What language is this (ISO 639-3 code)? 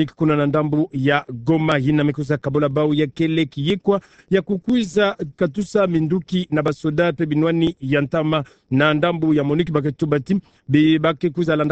ktu